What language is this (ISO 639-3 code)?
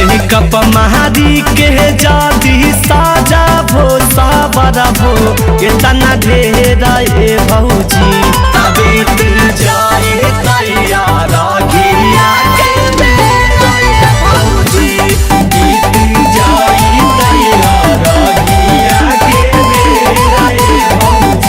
mag